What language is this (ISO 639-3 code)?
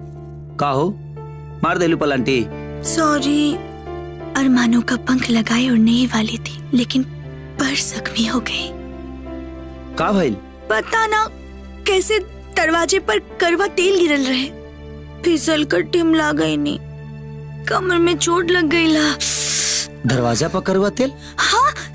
bho